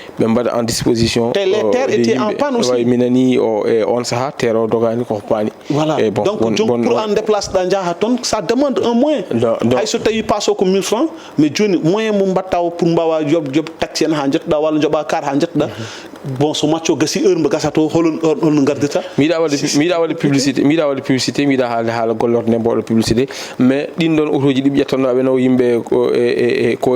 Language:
Fula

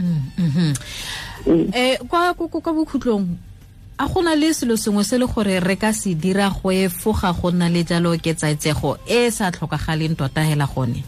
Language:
Tswana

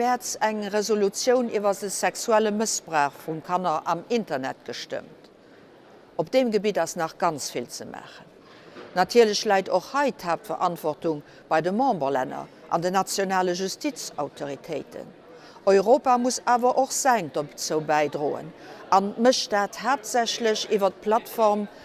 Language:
Luxembourgish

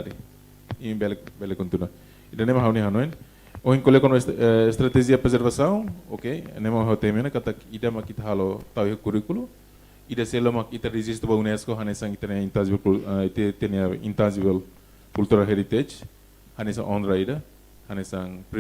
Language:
Tetum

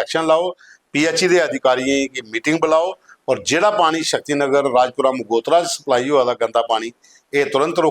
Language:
Dogri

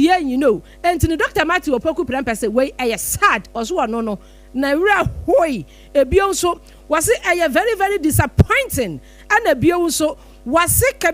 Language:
Akan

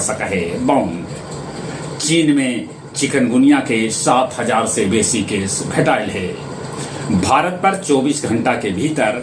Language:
Magahi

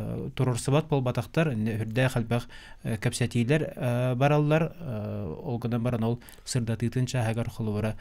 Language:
Yakut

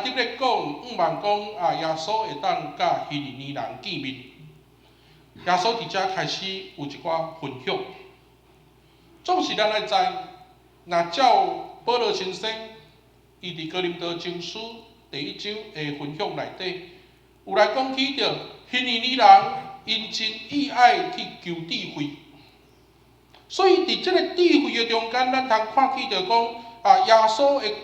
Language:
Min Nan Chinese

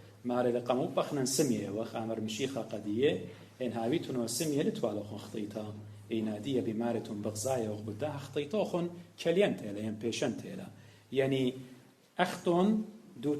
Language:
Assyrian Neo-Aramaic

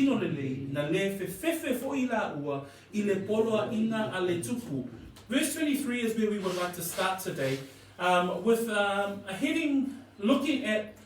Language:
Samoan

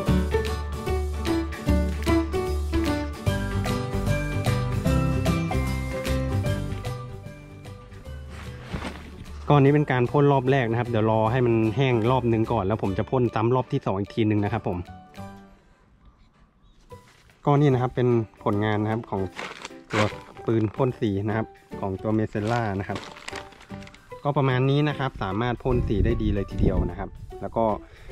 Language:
Thai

